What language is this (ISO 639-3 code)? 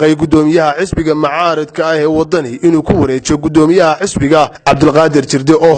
som